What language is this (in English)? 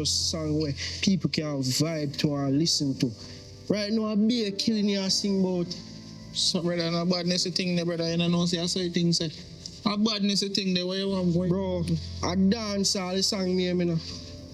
Jamaican Creole English